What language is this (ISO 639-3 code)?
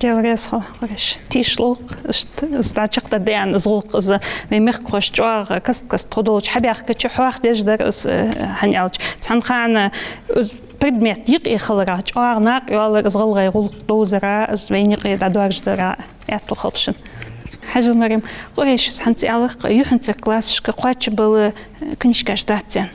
inh